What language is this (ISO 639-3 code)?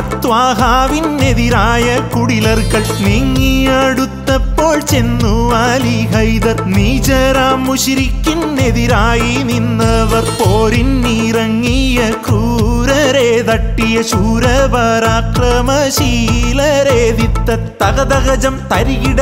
mal